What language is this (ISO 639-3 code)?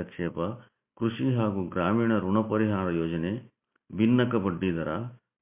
kan